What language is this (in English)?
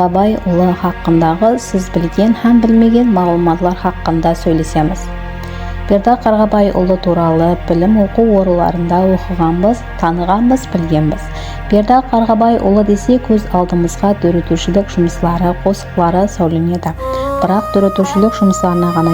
Kara-Kalpak